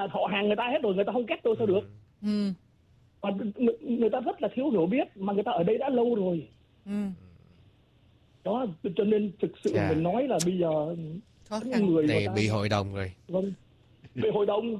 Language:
Vietnamese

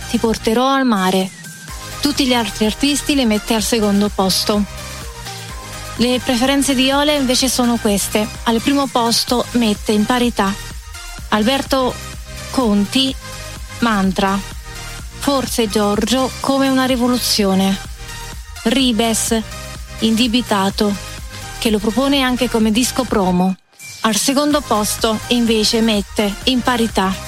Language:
Italian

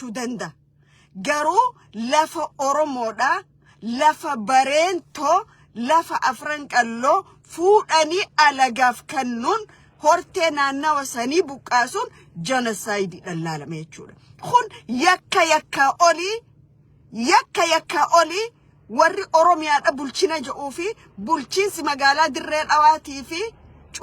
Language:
Oromo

